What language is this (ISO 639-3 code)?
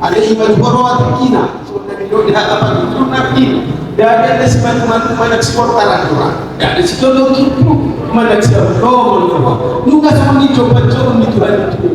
bbc